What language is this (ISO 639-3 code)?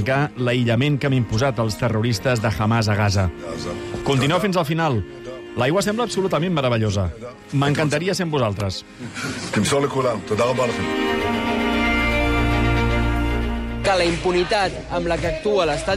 cat